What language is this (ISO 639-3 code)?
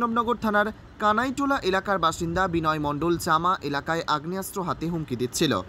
ben